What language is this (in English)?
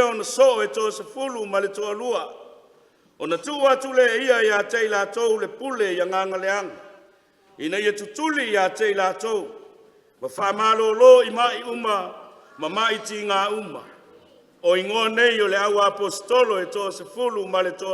Samoan